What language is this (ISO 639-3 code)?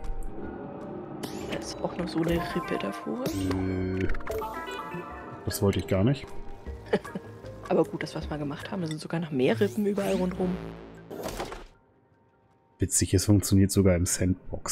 deu